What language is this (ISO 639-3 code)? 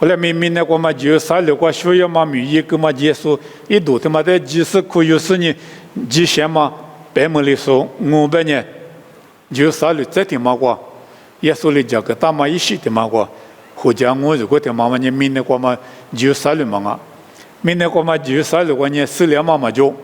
lis